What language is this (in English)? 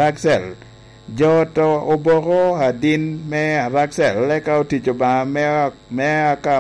Lango (Uganda)